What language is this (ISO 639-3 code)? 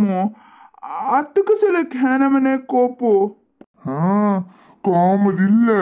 kok